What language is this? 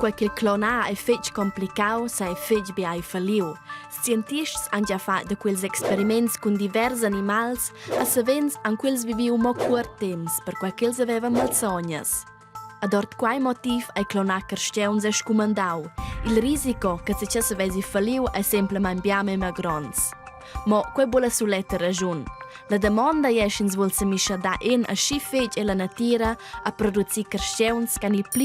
Romansh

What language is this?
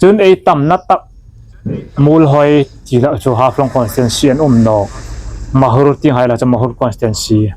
Hmar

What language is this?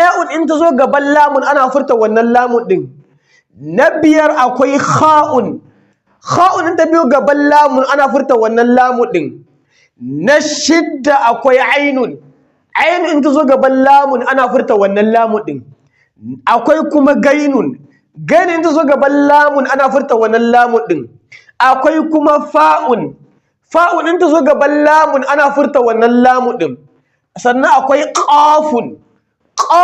Hausa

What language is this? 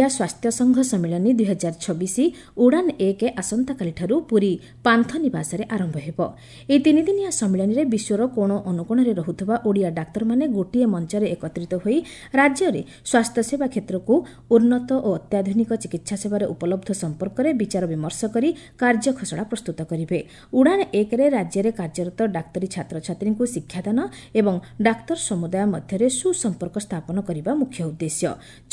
Odia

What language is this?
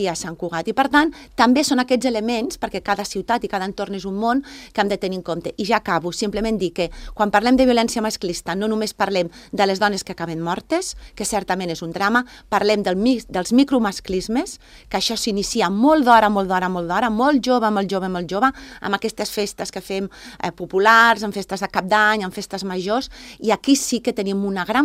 Catalan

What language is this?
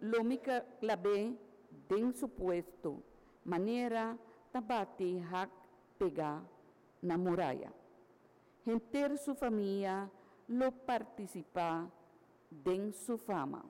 Papiamento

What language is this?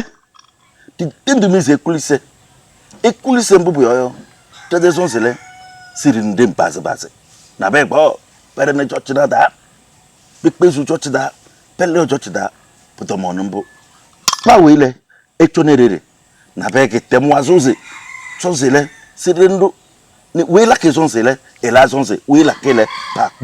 Kabiyè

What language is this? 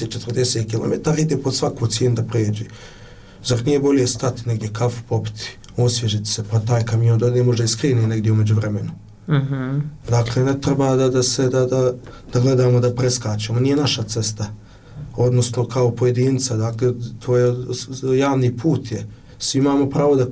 Bosnian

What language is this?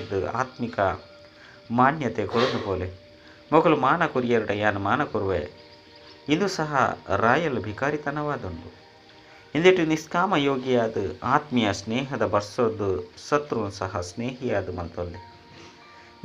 Tulu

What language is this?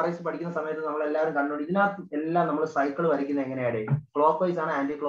Malayalam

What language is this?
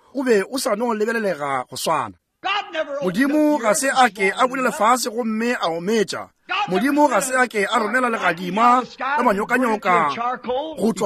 Northern Sotho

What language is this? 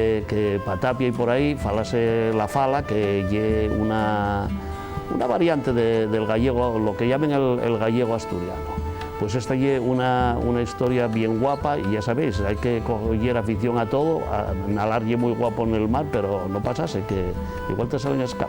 Asturian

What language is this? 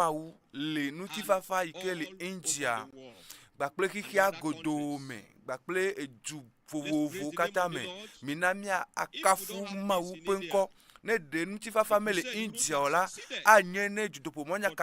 Ewe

